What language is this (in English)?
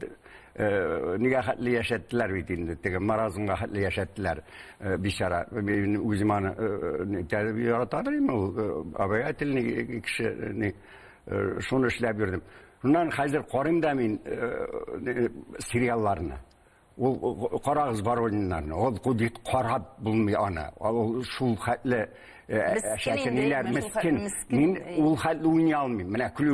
Tatar